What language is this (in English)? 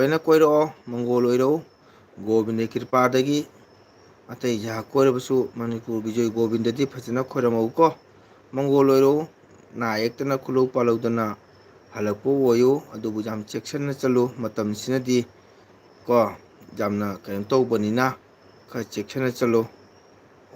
Manipuri